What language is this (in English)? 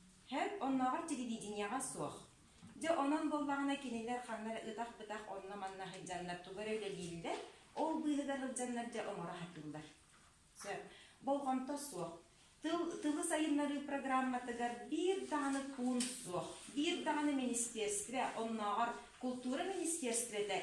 Yakut